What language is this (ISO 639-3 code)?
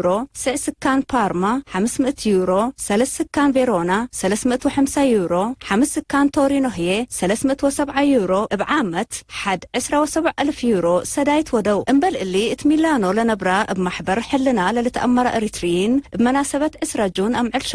tig